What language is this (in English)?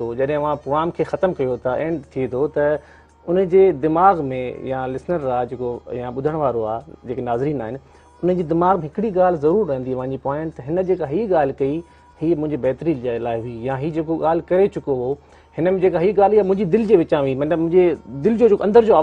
Sindhi